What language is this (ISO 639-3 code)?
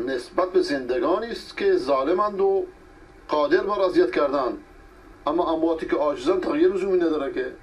fas